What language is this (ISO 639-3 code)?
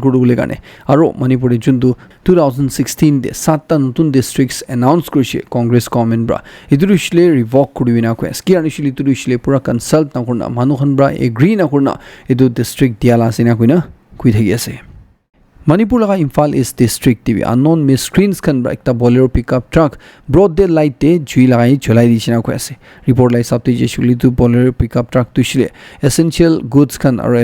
nag